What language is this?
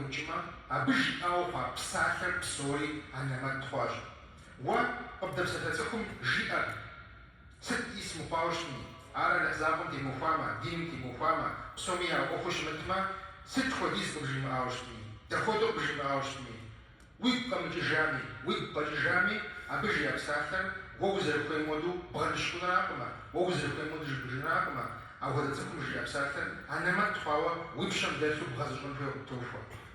Kabardian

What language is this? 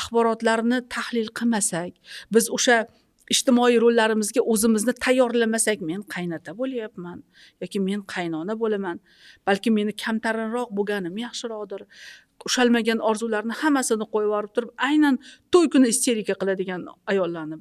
Uzbek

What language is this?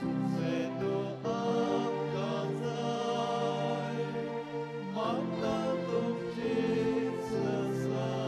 Konkani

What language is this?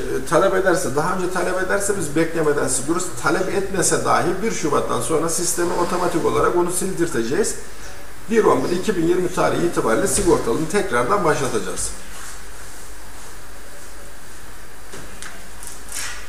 Turkish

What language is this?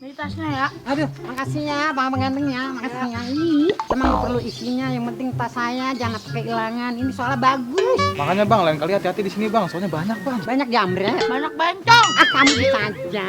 Betawi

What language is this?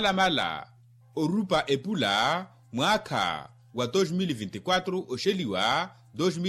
Makhuwa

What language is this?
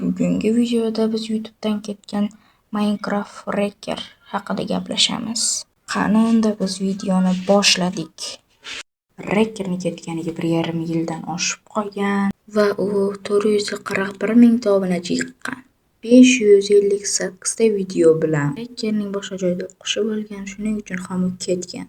Uzbek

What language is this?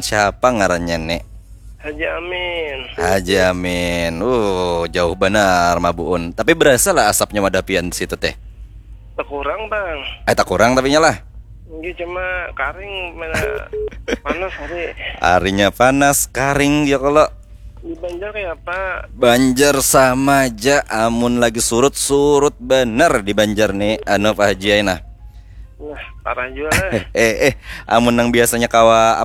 Banjar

